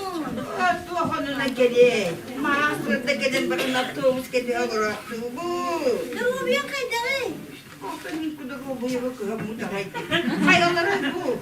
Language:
Yakut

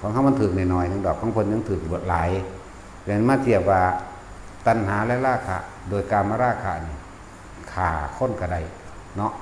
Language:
Northeastern Thai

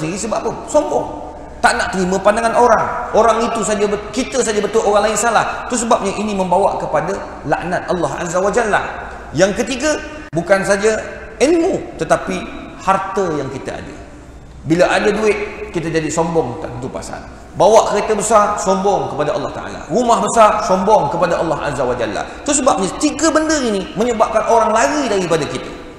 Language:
Malay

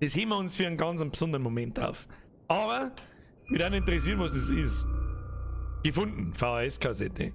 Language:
Bavarian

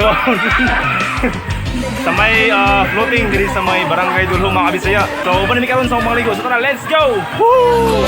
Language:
Cebuano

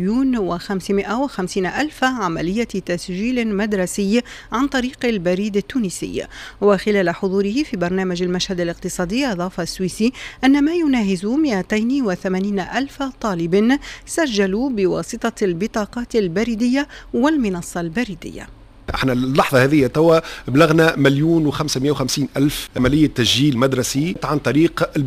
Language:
Tunisian Arabic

